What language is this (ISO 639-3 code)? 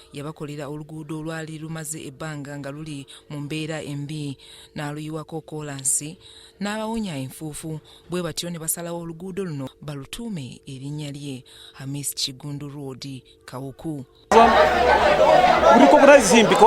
lug